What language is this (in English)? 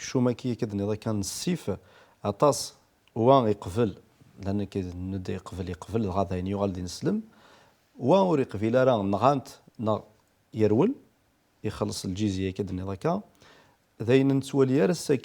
Kabyle